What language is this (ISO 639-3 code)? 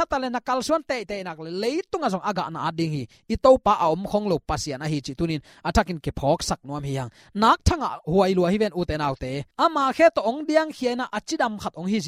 ctd